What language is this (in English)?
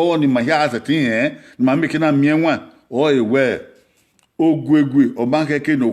Bini